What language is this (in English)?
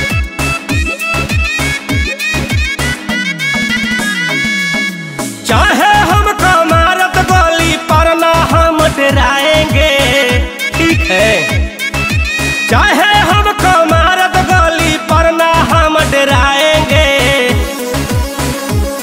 Bhojpuri